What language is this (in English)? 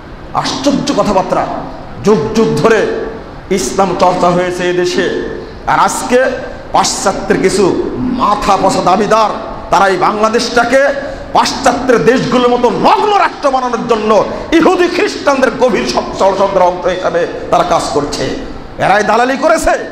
Bangla